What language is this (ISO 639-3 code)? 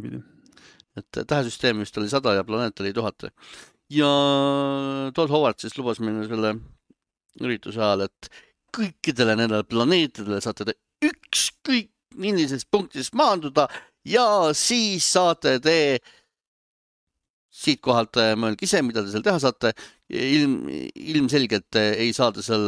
est